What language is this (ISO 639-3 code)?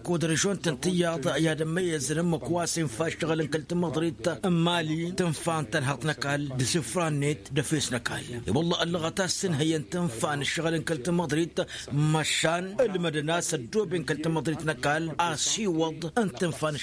taq